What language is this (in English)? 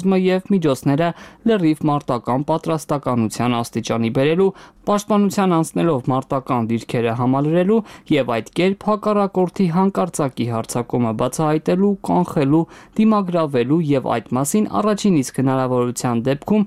Armenian